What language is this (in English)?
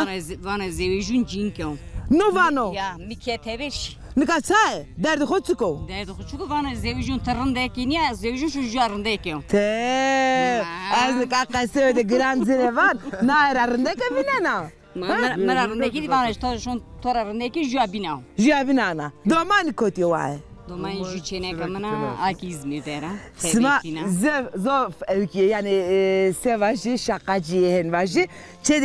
Zaza